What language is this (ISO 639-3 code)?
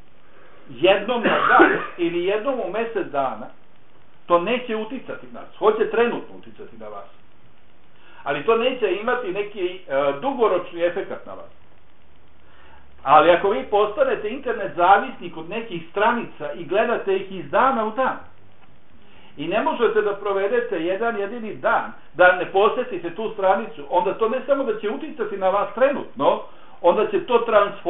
bos